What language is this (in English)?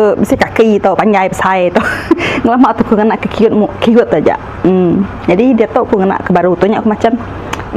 Iban